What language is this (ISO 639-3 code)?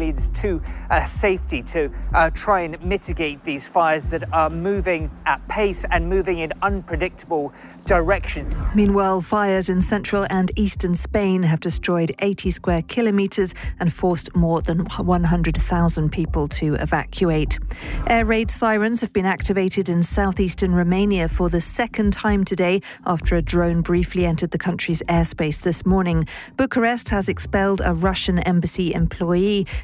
eng